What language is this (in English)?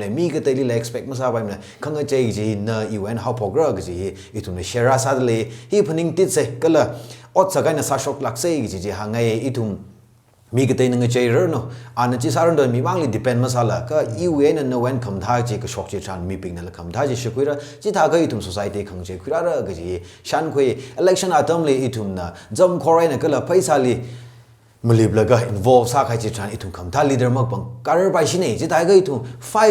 Tangkhul Naga (India)